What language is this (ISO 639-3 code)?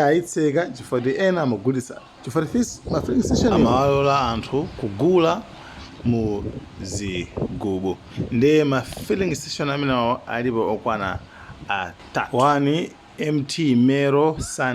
nya